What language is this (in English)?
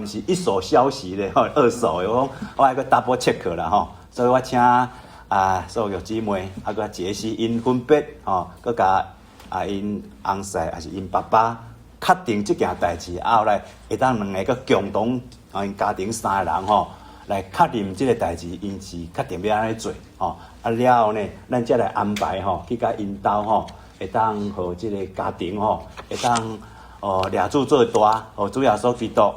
Min Nan Chinese